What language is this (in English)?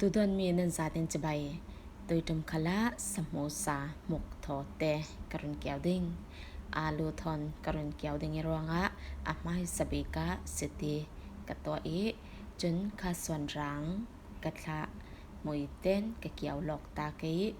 Falam Chin